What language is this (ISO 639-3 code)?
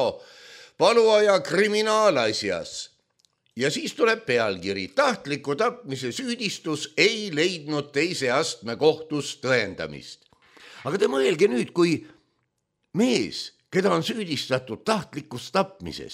est